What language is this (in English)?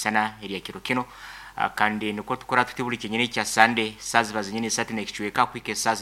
Nyankole